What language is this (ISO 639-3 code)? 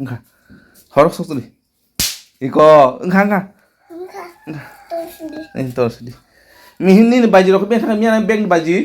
trp